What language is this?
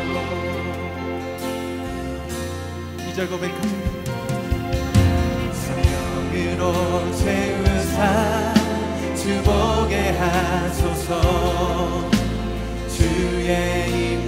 Korean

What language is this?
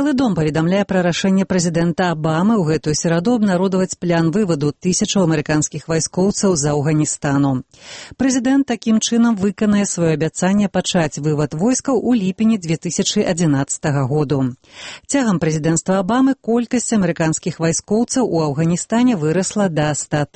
Belarusian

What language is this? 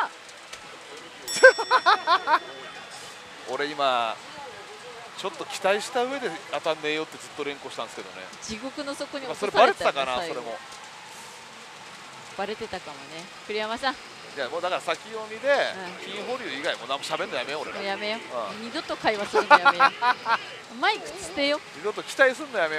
Japanese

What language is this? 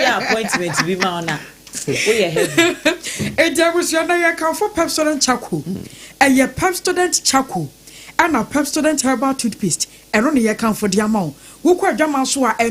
Akan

